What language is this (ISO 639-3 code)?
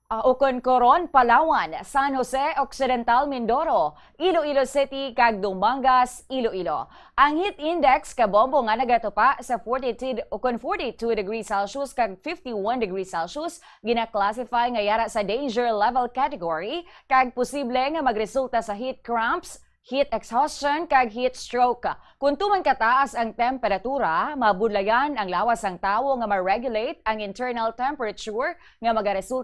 hil